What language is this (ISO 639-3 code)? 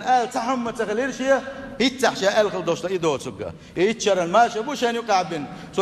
che